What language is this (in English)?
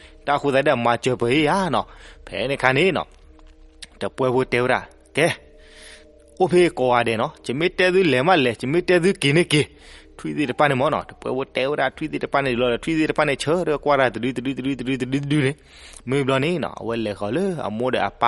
S'gaw Karen